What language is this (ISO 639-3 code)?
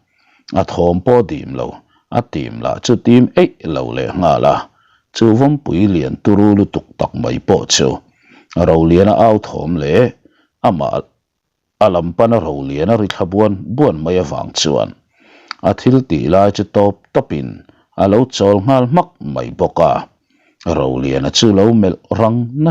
lus